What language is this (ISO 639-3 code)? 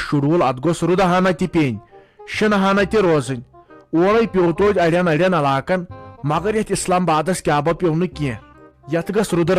kas